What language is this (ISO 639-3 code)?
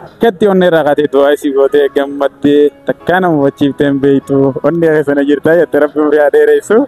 orm